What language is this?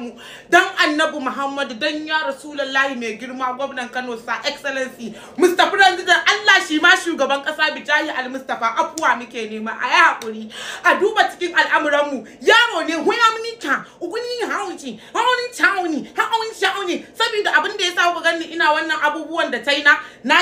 Hausa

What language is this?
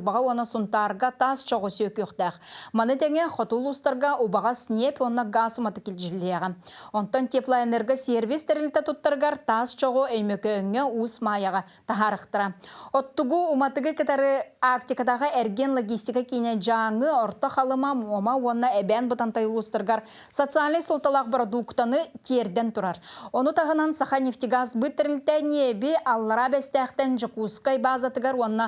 Yakut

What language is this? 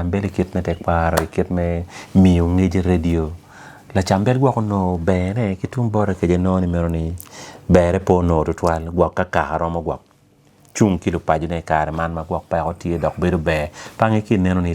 Acoli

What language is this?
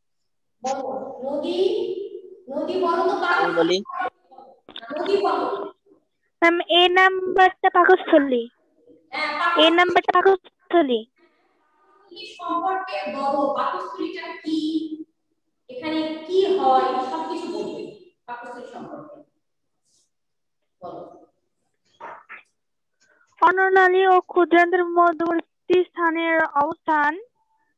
Bangla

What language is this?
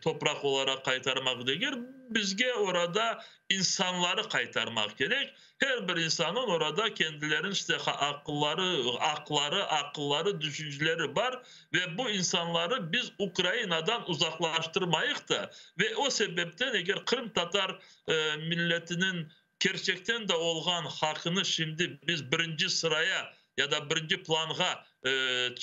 Crimean Tatar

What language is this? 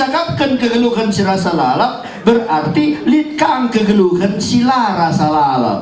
Batak Karo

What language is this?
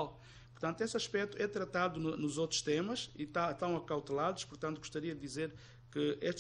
Portuguese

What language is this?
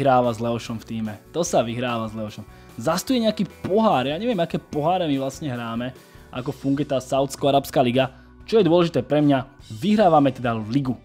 Slovak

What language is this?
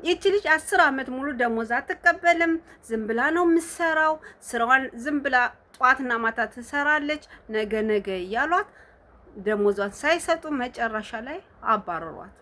Amharic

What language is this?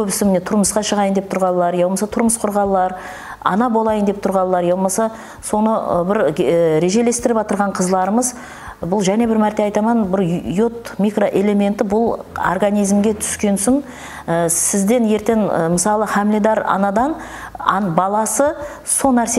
Kara-Kalpak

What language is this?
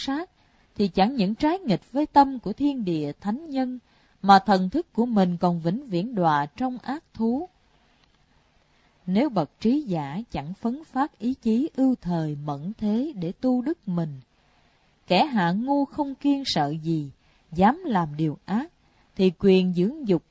Vietnamese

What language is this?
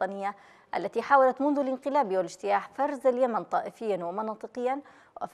Arabic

